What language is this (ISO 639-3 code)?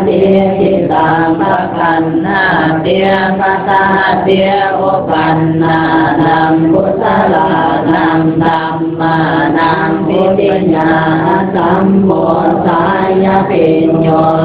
pli